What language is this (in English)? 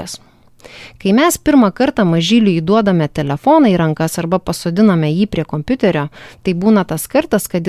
Lithuanian